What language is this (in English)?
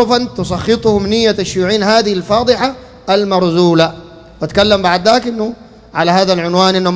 Sudanese Arabic